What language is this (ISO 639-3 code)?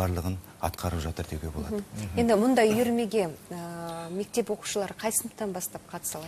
kaz